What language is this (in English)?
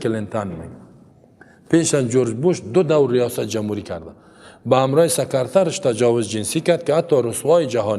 Persian